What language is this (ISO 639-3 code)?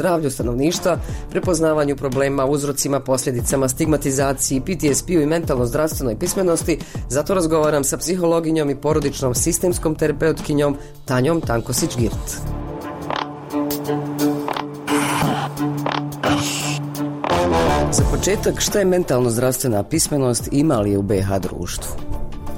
bos